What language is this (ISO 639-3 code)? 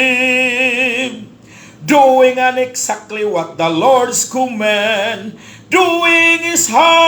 ceb